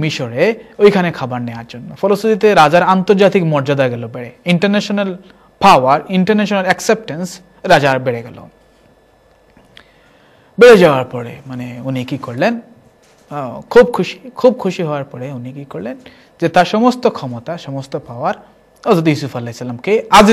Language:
Bangla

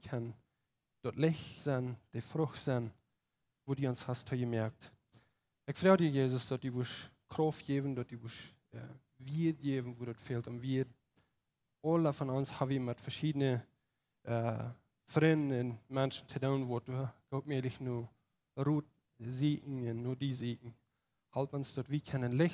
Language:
Plautdietsch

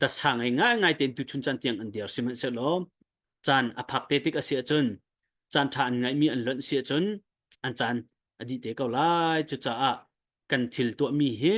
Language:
Hakha Chin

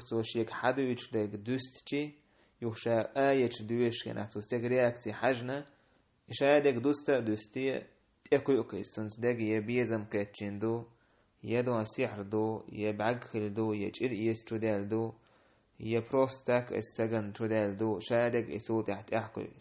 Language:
Chechen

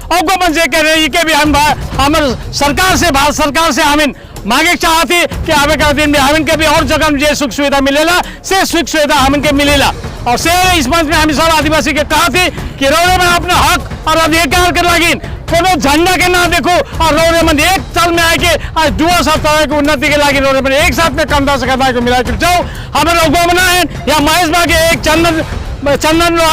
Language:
Sadri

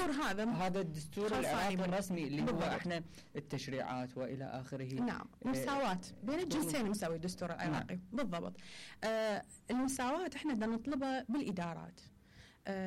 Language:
Mesopotamian Arabic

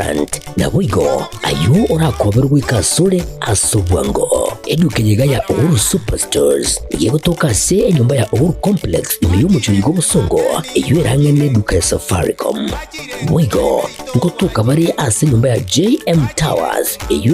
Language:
Gusii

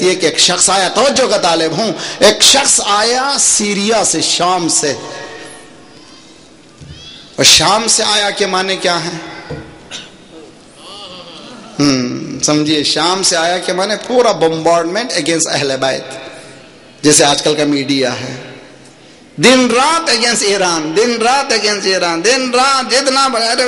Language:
Urdu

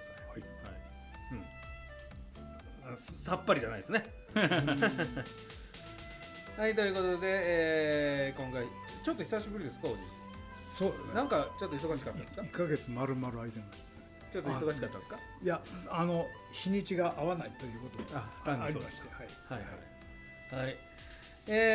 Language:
Japanese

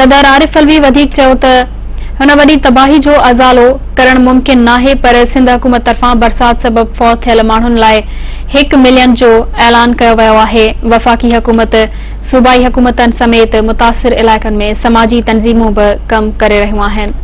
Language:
Sindhi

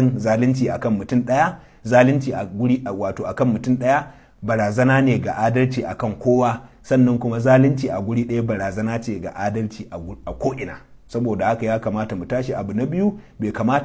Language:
Hausa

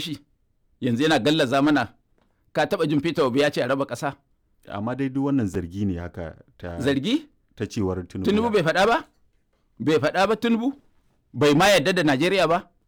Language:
Hausa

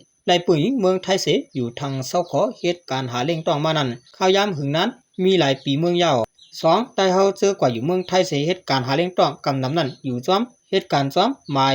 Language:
Shan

